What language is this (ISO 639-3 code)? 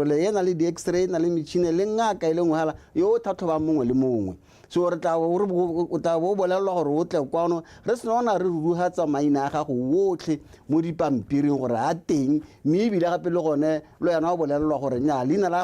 tsn